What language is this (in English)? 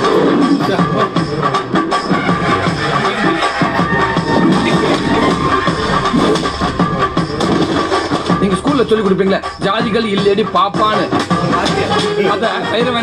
Tamil